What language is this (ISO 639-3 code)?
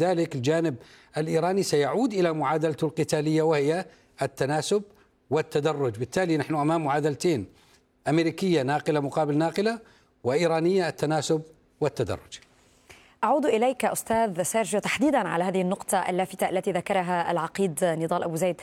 ara